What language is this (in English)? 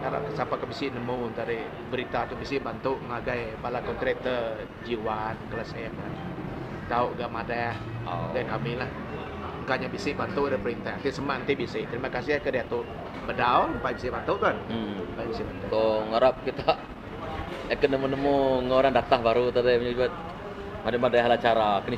Iban